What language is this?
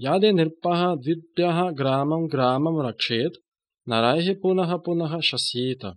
Sanskrit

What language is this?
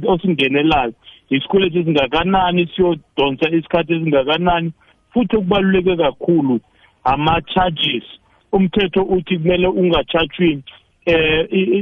South Ndebele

